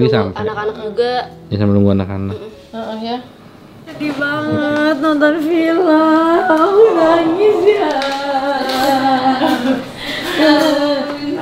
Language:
Indonesian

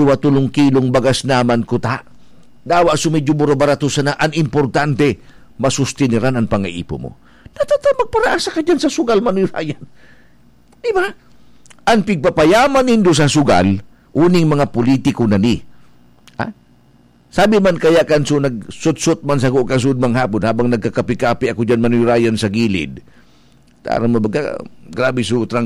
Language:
Bikol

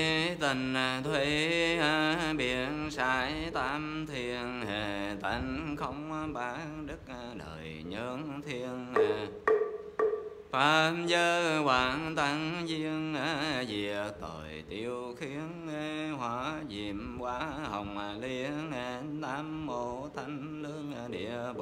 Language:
Vietnamese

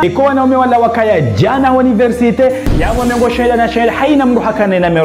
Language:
Ngazidja Comorian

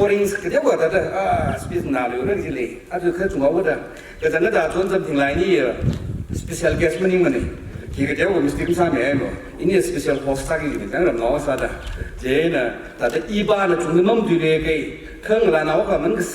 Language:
Tangkhul Naga (India)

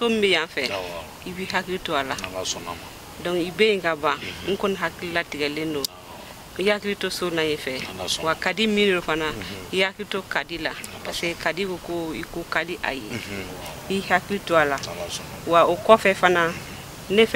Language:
Bambara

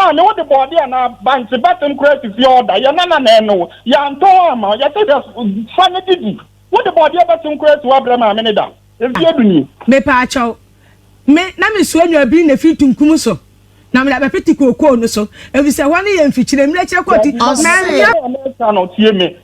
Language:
Akan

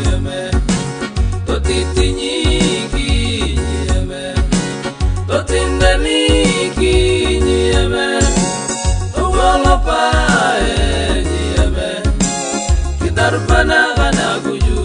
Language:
Swahili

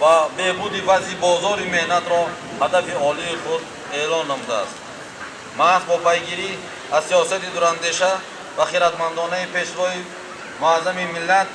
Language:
Tajik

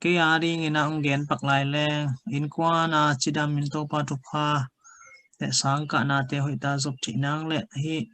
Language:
Tedim Chin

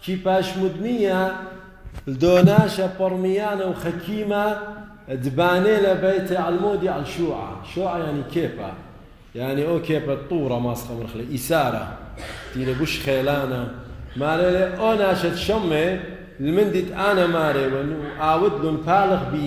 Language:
Assyrian Neo-Aramaic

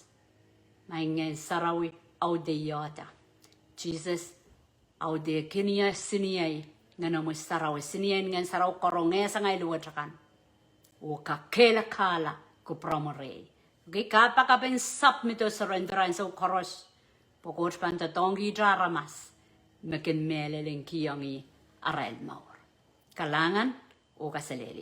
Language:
Pohnpeian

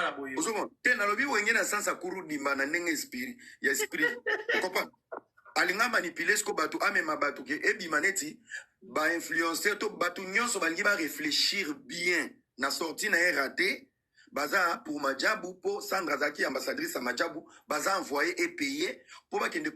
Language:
Lingala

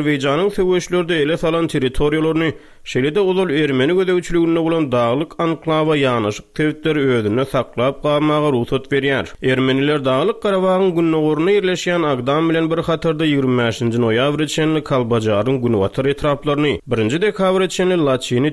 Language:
Turkmen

